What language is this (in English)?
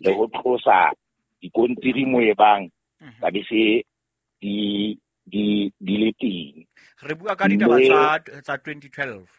Southern Sotho